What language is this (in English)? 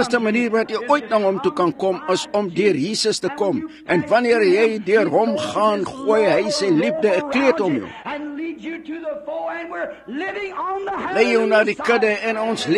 Afrikaans